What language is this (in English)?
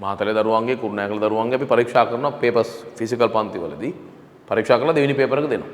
Sinhala